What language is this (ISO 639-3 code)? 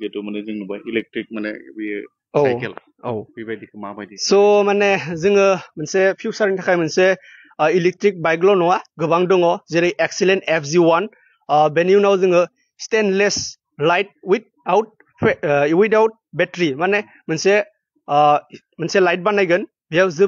brx